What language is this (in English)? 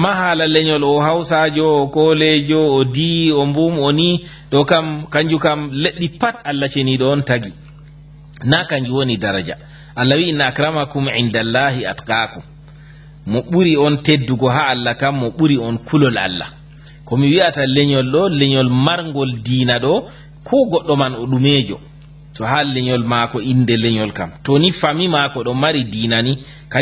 Fula